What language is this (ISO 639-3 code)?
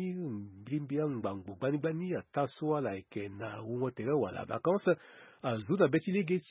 sag